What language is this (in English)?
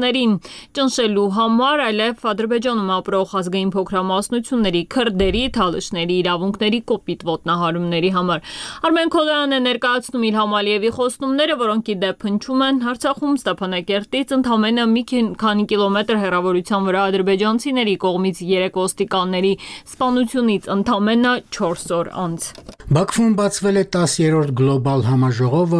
Armenian